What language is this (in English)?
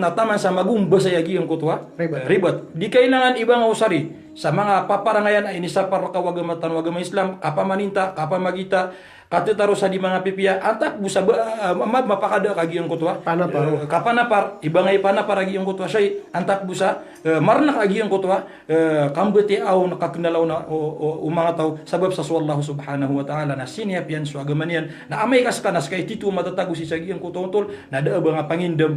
Maranao